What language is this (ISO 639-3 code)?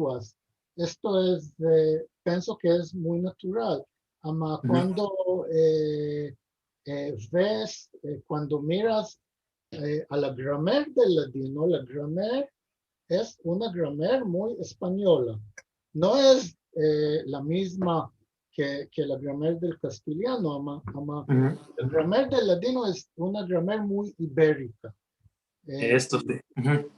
lad